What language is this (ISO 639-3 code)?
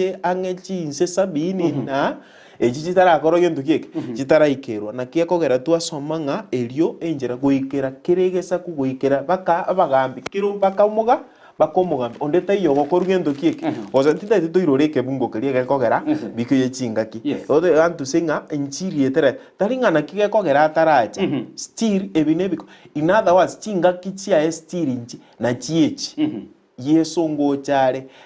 guz